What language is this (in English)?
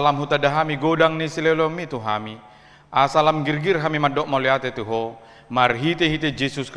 Batak Toba